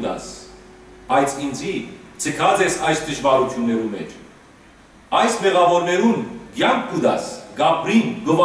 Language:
Western Armenian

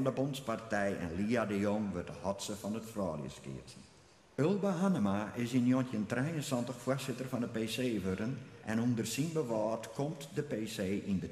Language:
Western Frisian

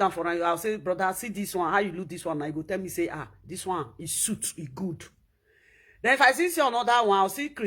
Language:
Nigerian Pidgin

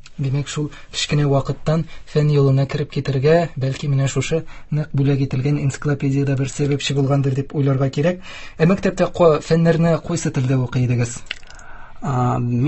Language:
Tatar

